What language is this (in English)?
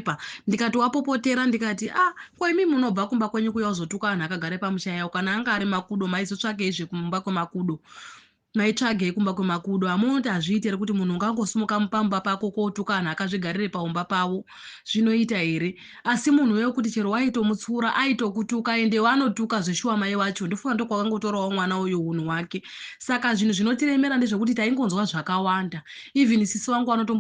Shona